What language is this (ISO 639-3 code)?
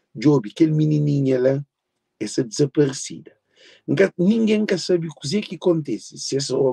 kea